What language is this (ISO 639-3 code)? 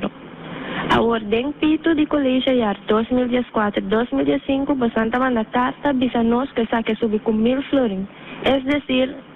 pap